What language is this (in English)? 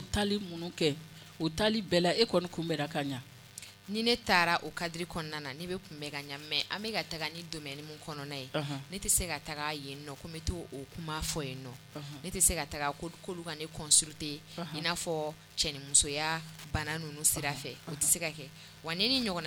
Bambara